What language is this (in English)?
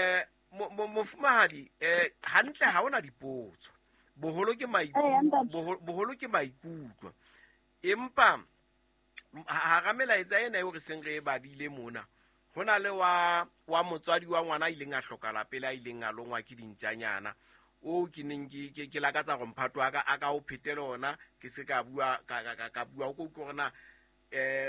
Southern Sotho